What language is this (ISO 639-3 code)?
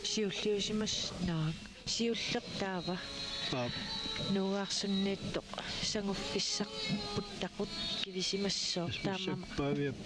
kal